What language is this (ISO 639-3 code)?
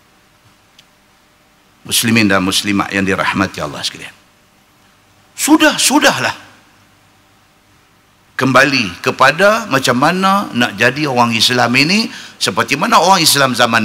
msa